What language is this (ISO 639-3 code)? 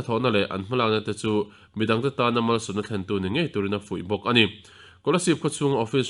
lus